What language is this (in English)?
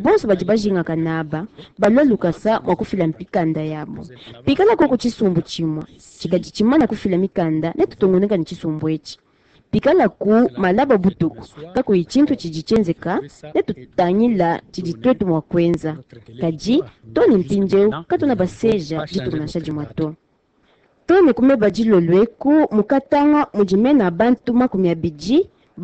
Luba-Lulua